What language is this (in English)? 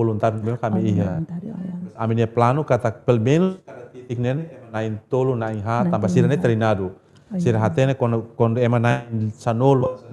Tetum